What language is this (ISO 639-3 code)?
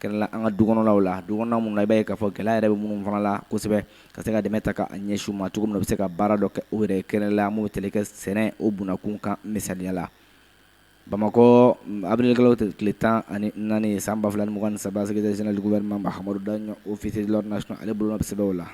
bam